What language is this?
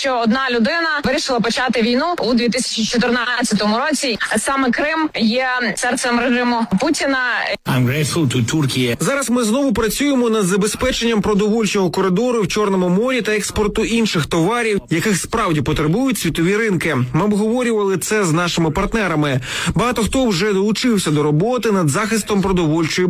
Ukrainian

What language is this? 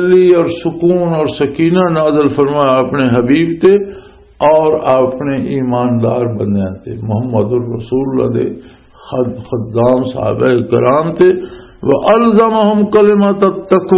Western Panjabi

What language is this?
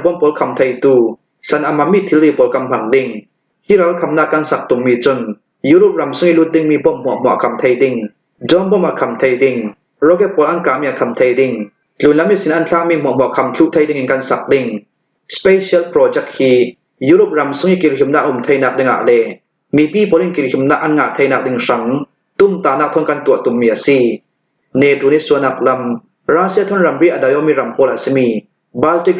Hakha Chin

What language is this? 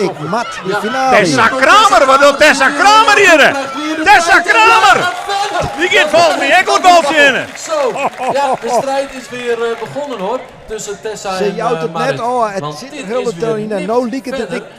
Western Frisian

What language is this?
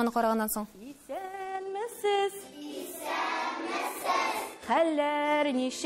Tatar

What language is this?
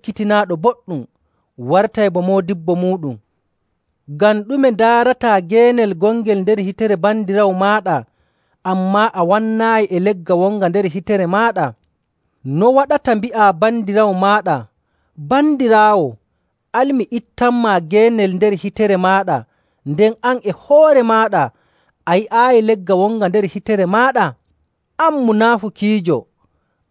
Nigerian Fulfulde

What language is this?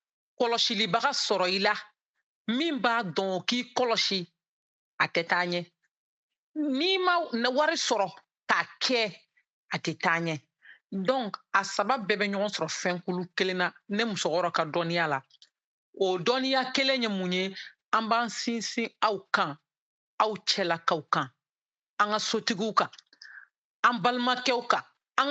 Bambara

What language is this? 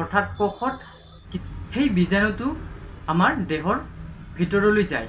Assamese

